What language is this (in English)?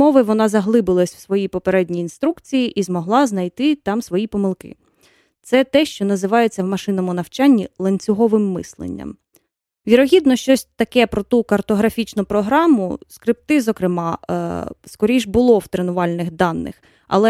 Ukrainian